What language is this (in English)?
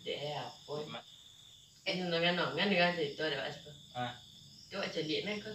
Minangkabau